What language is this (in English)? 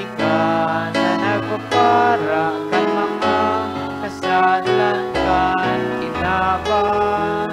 Bikol